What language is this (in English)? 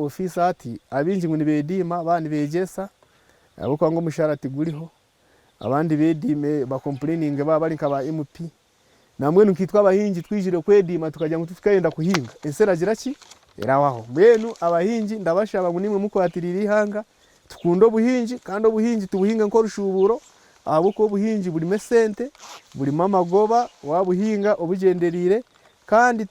Nyankole